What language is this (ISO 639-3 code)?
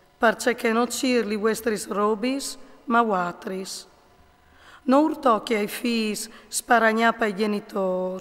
fur